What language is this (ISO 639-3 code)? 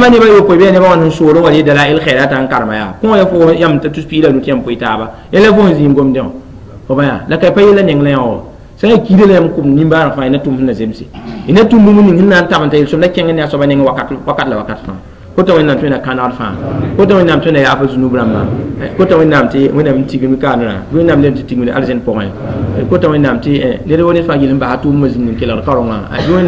mos